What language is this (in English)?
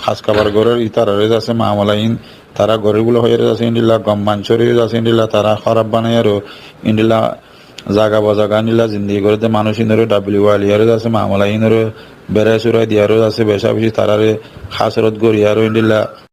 Rohingya